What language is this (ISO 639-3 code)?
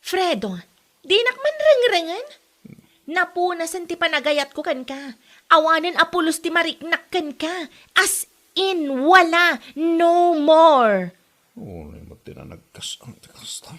ilo